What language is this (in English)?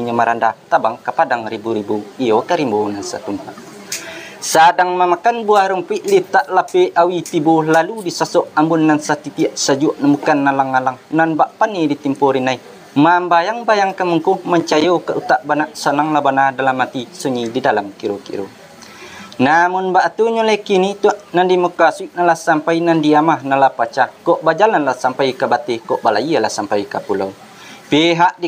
Minangkabau